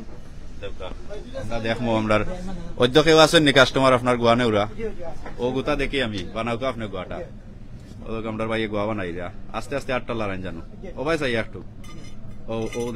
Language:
Sylheti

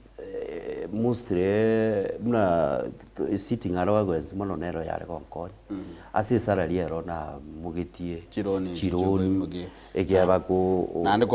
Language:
Gusii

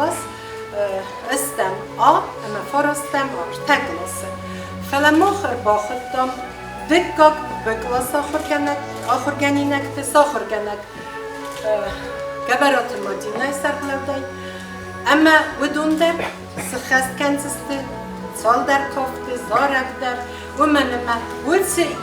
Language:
Ossetic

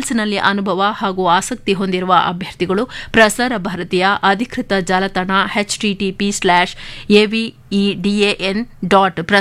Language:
Kannada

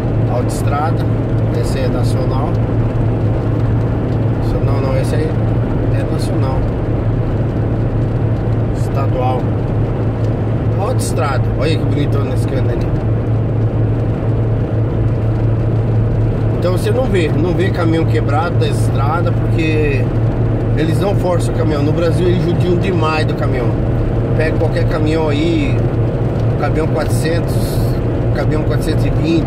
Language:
Portuguese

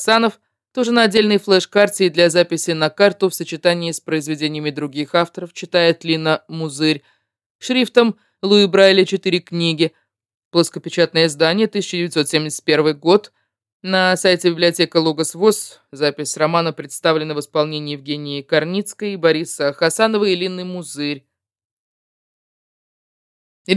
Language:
Russian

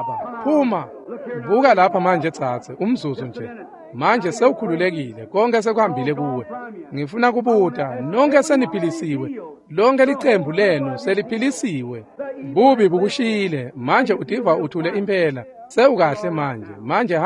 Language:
Swati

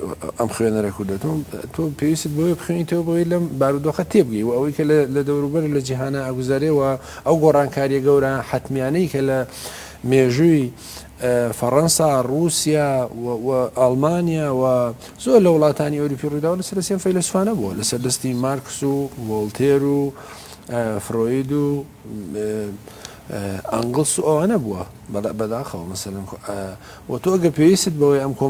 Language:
Central Kurdish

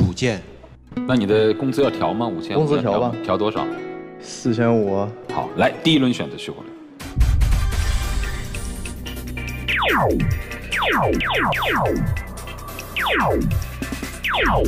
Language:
Chinese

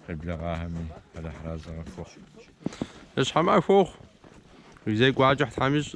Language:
Kabardian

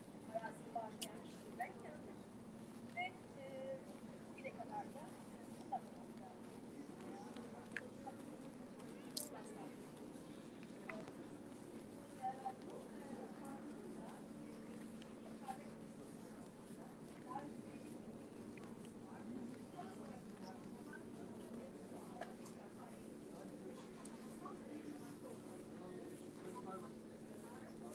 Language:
Turkish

